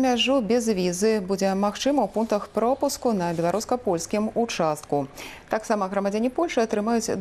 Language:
Belarusian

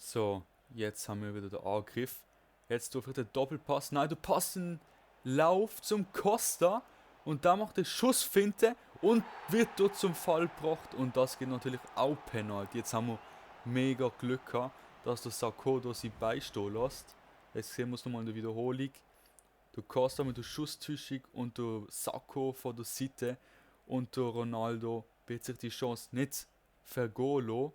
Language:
Swiss German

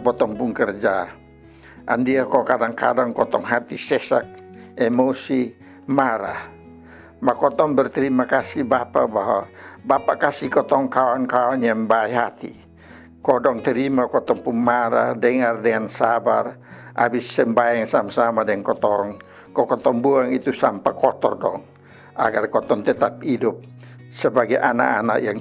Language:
Kupang Malay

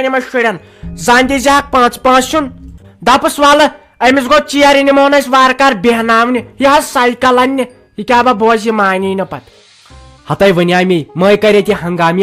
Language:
Kashmiri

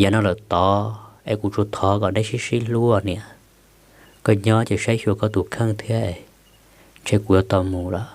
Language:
Hmong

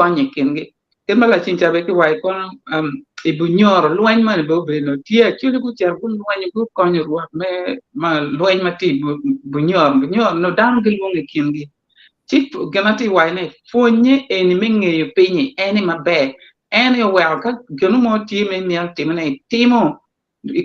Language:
Acoli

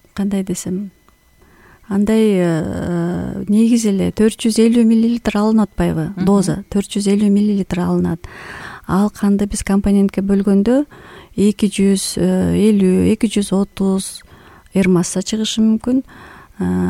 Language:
Kyrgyz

